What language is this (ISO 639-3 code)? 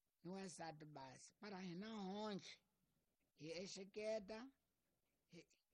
tso